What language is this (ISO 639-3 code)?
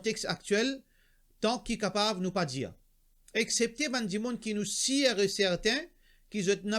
mfe